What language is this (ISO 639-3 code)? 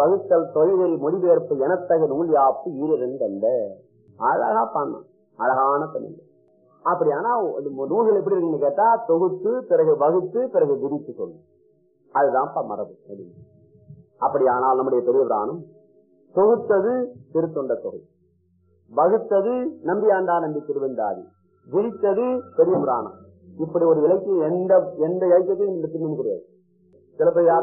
tam